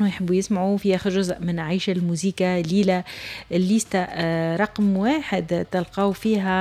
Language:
Tunisian Arabic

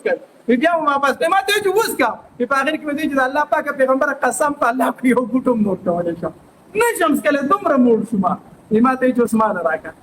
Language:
Pashto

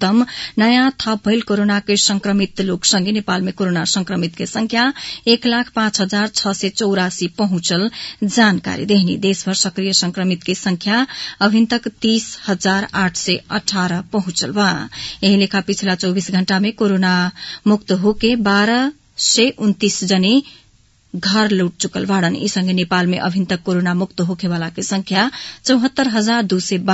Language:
Bhojpuri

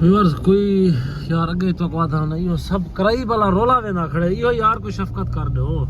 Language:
Saraiki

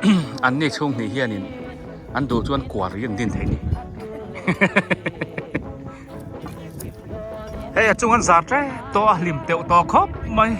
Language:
Biete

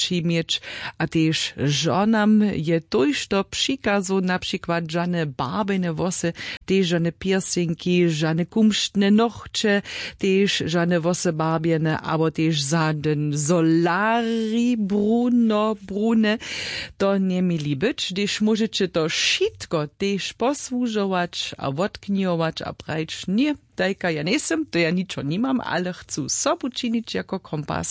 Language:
Upper Sorbian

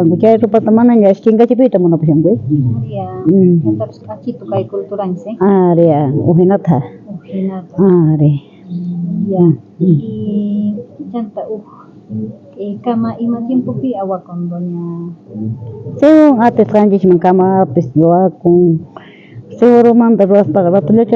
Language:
South Bolivian Quechua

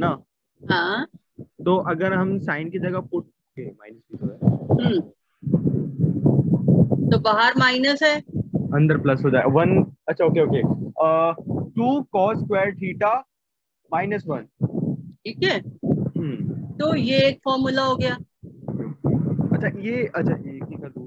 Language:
Hindi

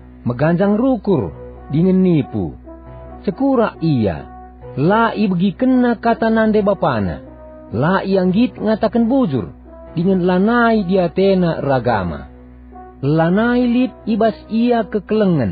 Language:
Batak Karo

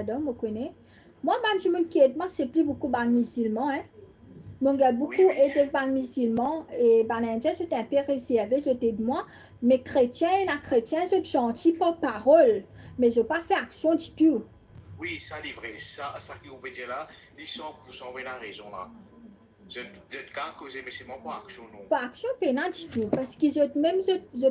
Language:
Morisyen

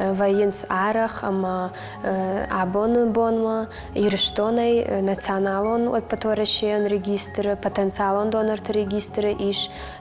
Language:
Ossetic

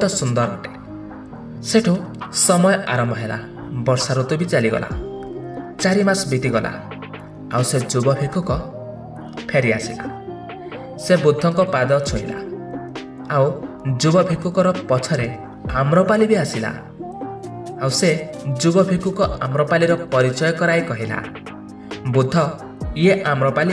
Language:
Odia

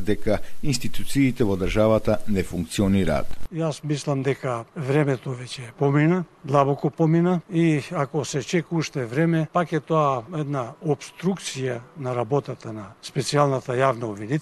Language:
Macedonian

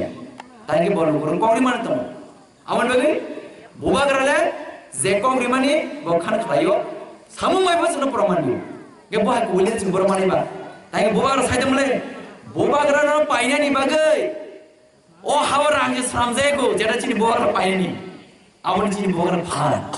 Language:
Kok Borok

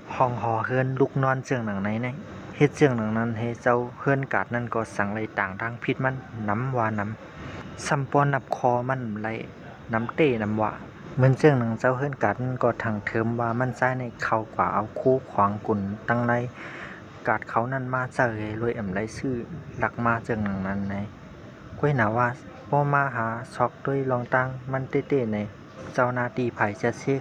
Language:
Shan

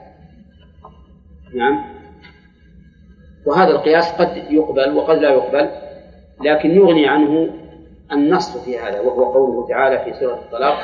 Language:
Arabic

